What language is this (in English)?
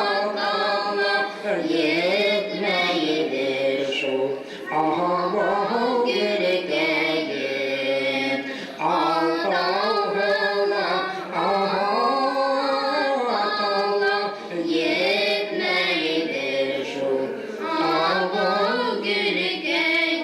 Bashkir